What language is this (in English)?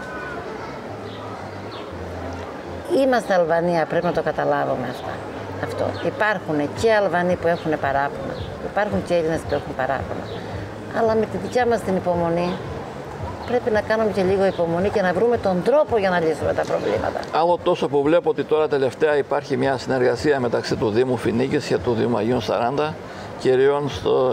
Greek